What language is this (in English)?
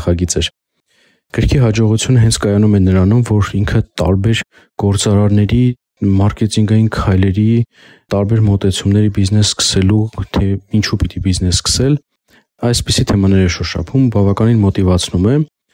Armenian